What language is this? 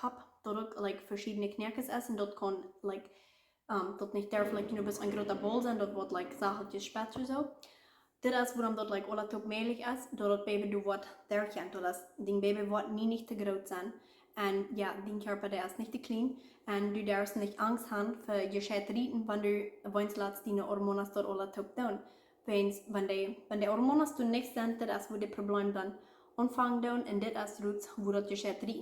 Plautdietsch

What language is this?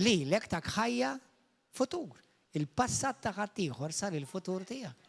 Maltese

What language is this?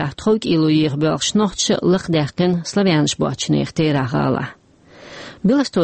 Chechen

